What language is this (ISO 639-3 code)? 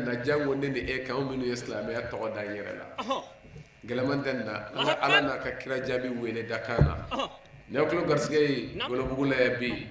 bam